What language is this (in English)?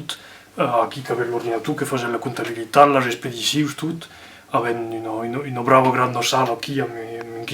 Occitan